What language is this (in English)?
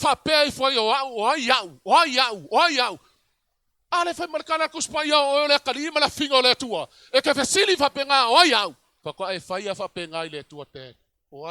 Samoan